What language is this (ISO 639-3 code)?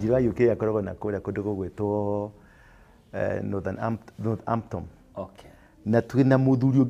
kik